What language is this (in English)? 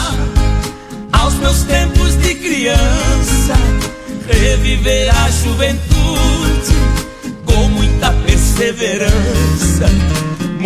Portuguese